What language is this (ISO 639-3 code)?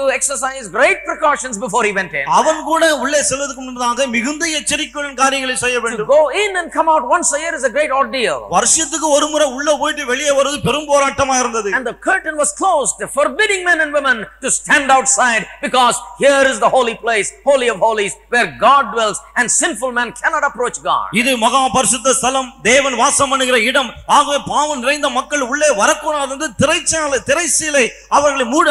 tam